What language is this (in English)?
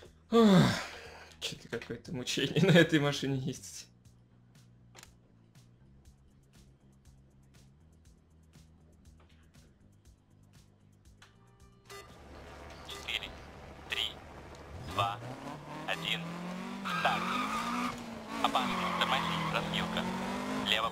Russian